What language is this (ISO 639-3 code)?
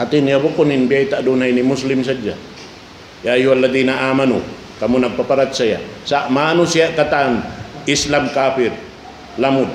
tsg